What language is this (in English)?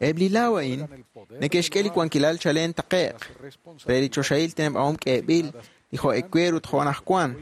Kekchí